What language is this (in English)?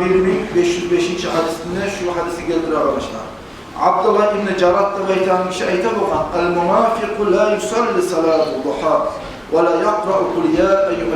Kumyk